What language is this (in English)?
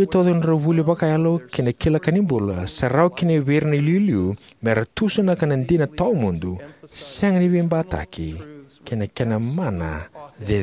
Fijian